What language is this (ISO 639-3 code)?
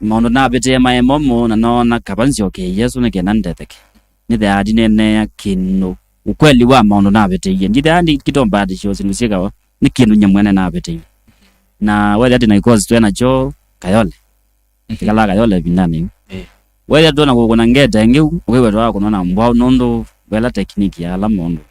kam